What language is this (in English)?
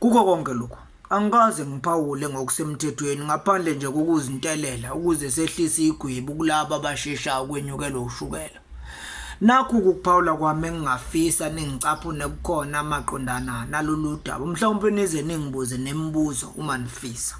Zulu